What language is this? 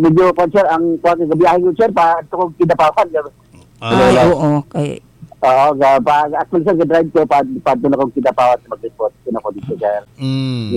Cebuano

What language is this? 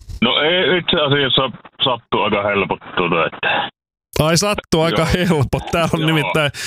Finnish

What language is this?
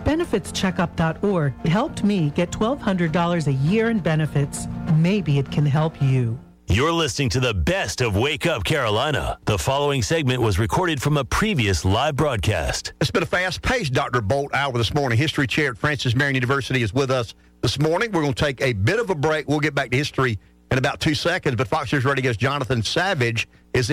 English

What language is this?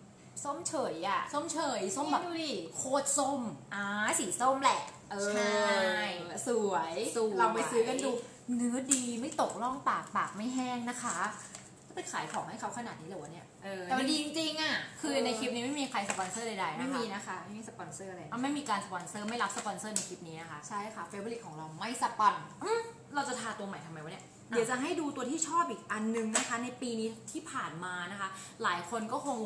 Thai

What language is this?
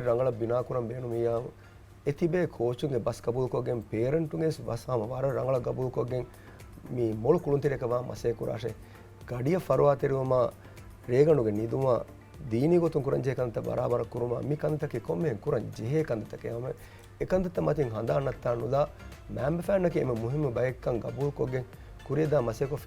Divehi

